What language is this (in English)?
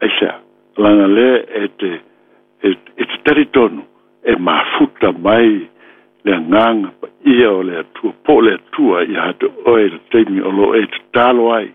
Samoan